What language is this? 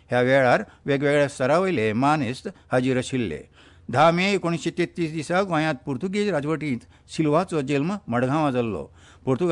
Konkani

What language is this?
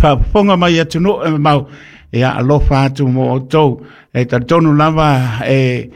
Samoan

